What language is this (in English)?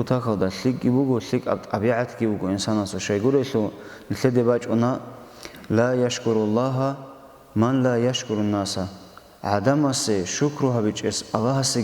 Avaric